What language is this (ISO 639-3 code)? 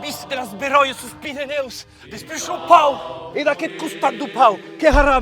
oci